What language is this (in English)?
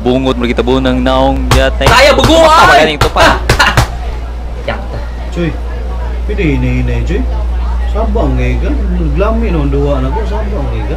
Cebuano